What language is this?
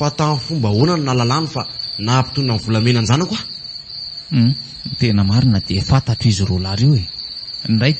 Malagasy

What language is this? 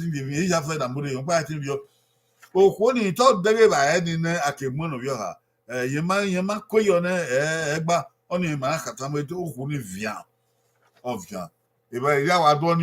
Bini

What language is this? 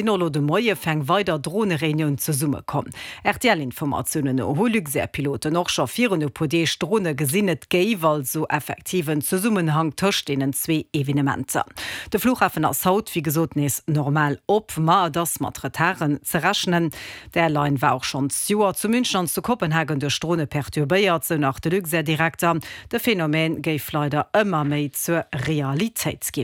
Luxembourgish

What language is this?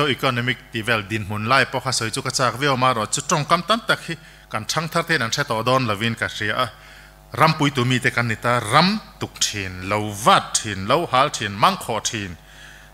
Mizo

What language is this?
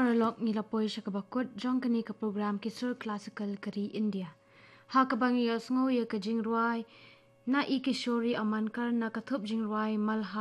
Khasi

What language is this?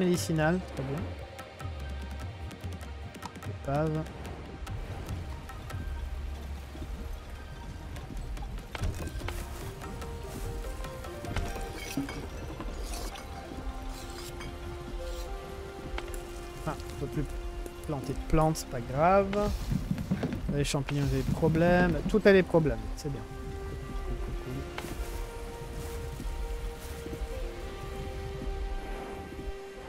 French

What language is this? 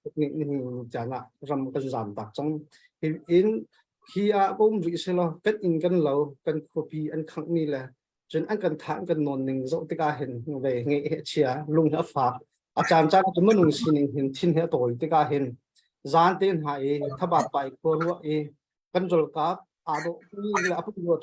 Hakha Chin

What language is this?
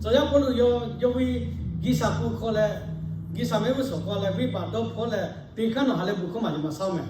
Lahu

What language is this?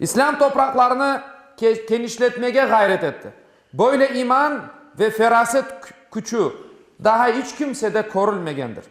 Crimean Tatar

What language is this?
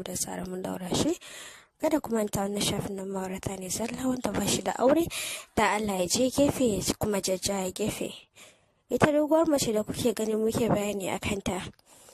Hausa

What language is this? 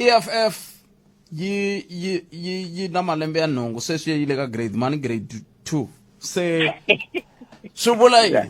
Tsonga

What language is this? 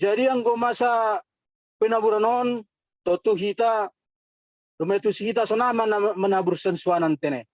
Batak Simalungun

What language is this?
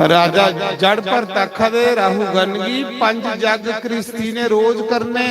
Dogri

